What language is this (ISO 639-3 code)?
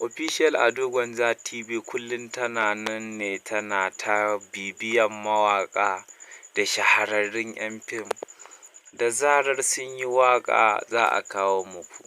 hau